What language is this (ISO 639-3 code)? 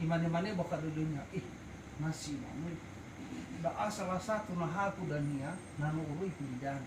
nia